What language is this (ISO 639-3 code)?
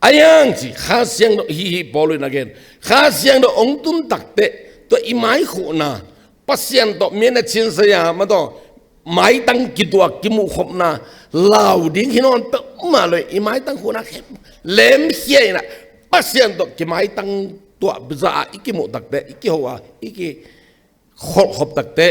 ctd